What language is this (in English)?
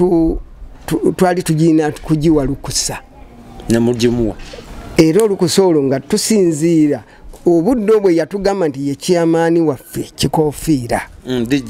Ganda